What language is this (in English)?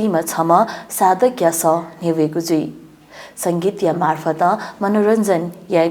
Newari